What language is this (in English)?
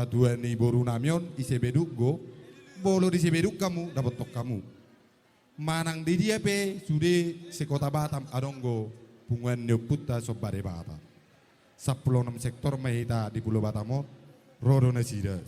Batak Toba